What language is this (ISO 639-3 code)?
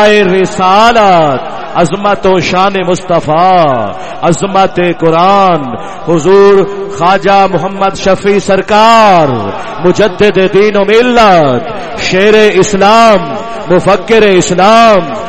skr